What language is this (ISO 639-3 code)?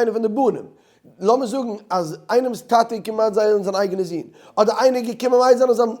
yid